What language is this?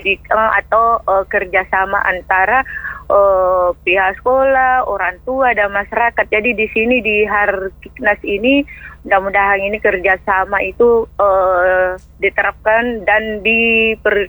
Indonesian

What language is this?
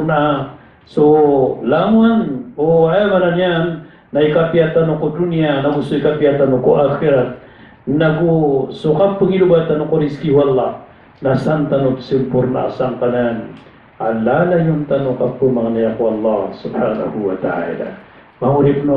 Maranao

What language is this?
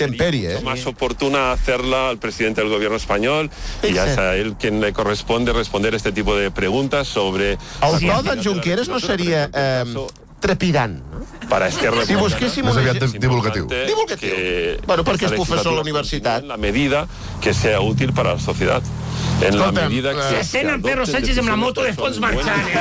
Catalan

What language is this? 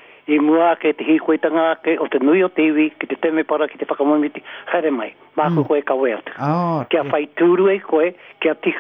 Māori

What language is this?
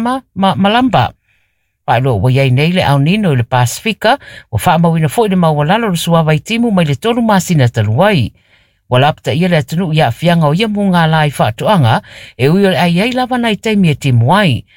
Samoan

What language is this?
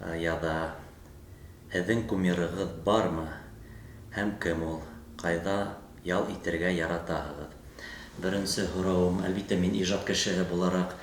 Bashkir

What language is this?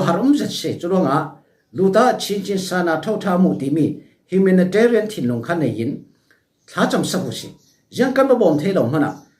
Falam Chin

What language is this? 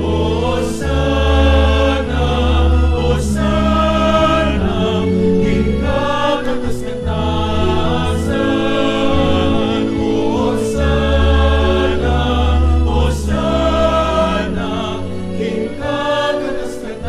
Pampanga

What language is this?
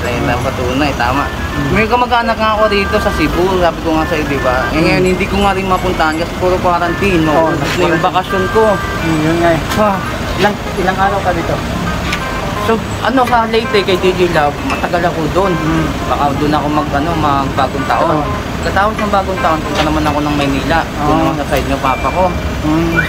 Filipino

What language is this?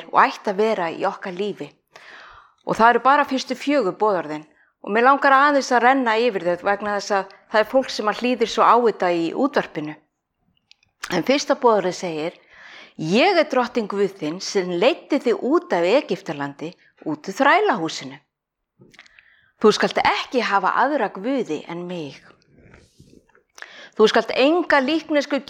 Icelandic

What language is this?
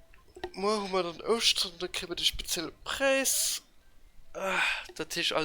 Luxembourgish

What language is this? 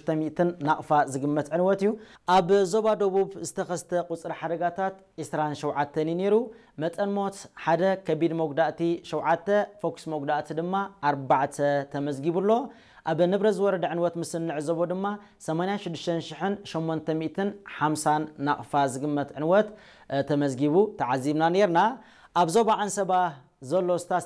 Tigrinya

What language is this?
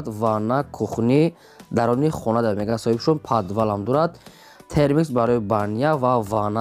Tajik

